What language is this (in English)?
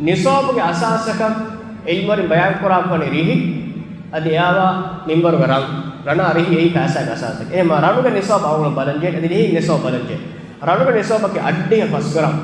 Divehi